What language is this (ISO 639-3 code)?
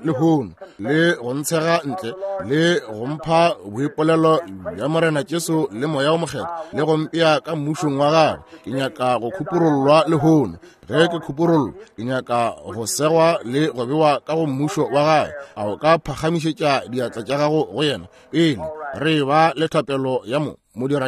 nso